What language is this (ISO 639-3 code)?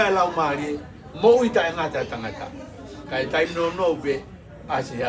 ton